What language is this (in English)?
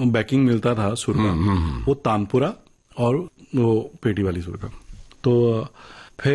Hindi